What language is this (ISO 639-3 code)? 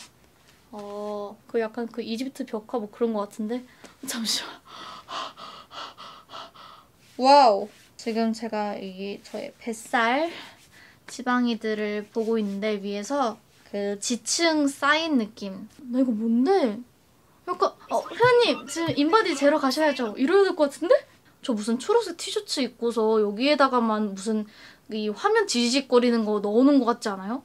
kor